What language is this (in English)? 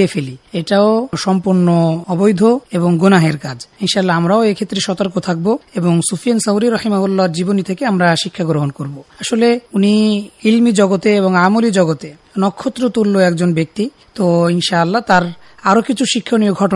Bangla